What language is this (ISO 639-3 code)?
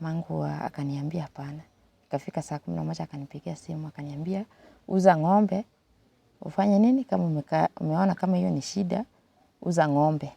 guz